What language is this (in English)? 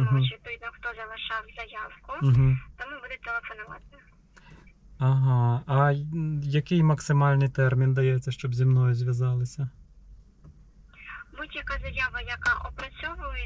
Ukrainian